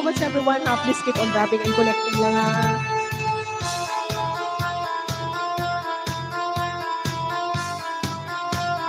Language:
Filipino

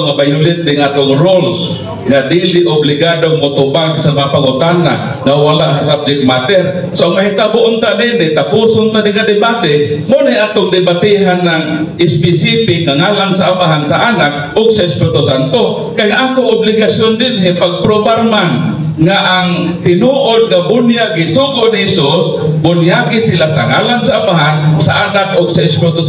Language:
Cebuano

